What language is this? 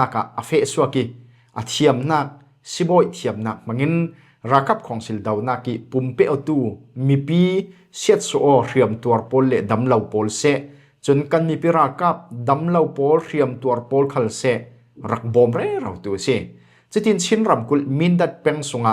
Falam Chin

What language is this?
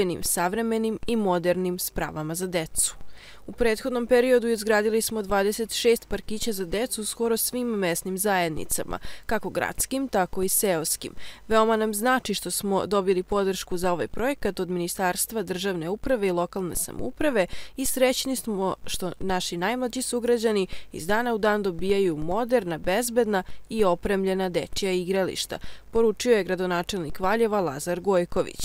Serbian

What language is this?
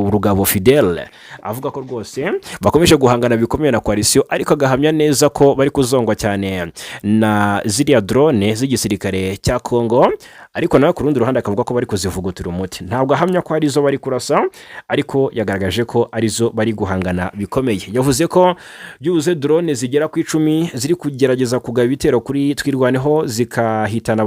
Kinyarwanda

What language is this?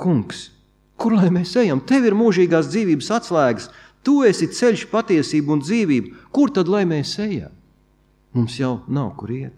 Latvian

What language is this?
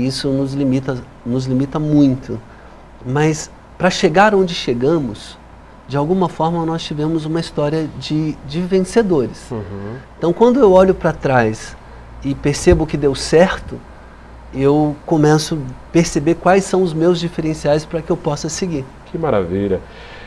Portuguese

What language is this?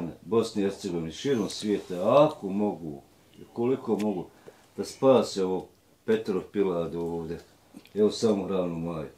Bosnian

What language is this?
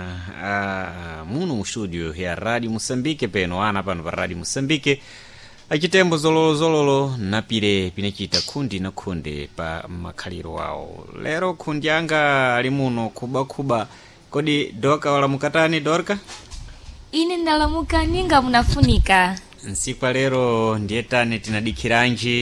Sena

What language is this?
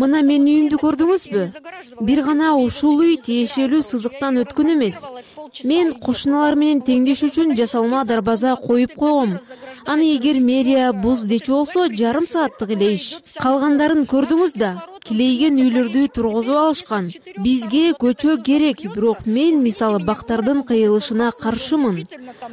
Kyrgyz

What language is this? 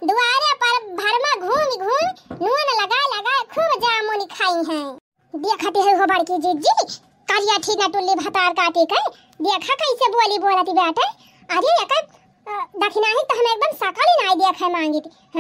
Awadhi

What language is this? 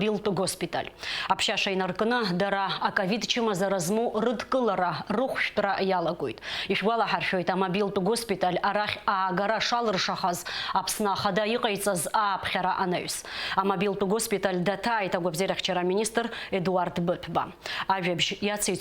Abkhazian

